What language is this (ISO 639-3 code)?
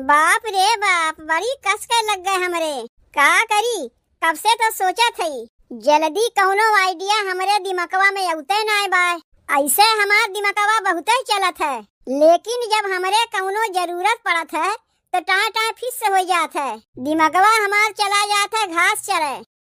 awa